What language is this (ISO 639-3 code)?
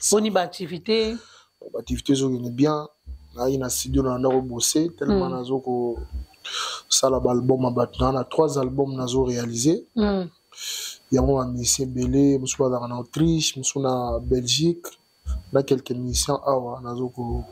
lin